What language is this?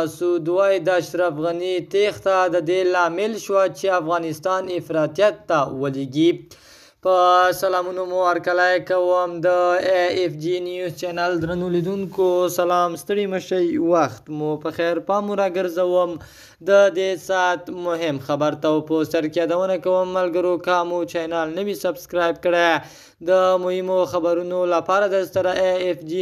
Pashto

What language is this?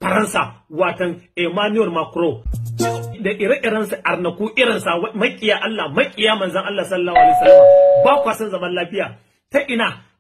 Hausa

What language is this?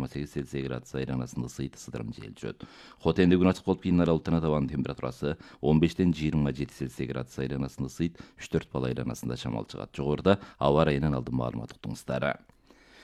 Kyrgyz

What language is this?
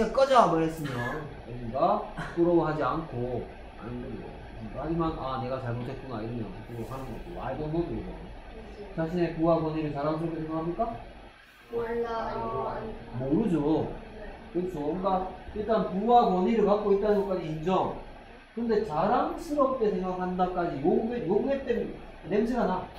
Korean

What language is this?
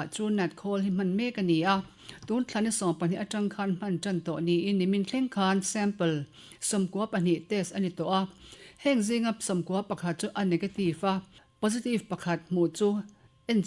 Mizo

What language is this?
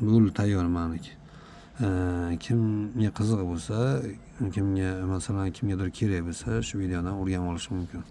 Uzbek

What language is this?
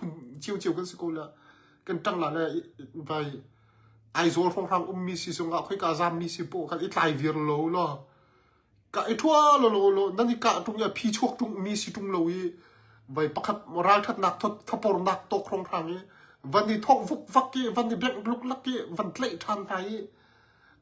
Hakha Chin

